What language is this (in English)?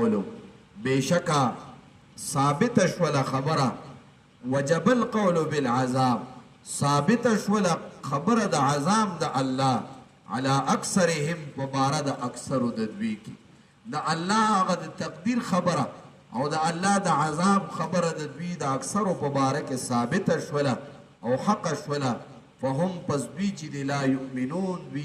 Pashto